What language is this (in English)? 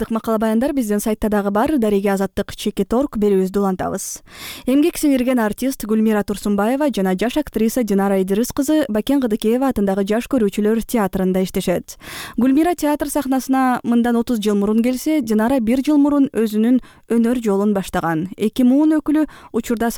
Kyrgyz